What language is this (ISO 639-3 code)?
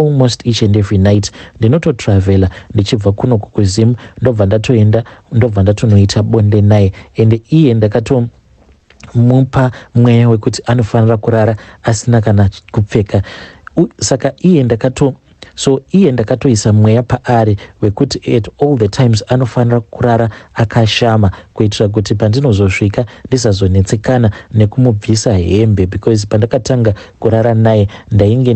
sna